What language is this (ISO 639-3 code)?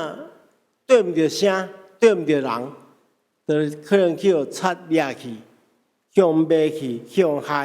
nan